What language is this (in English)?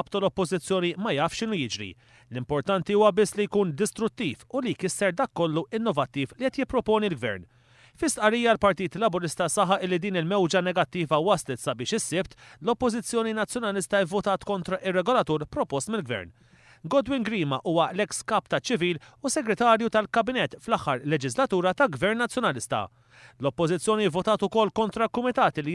Maltese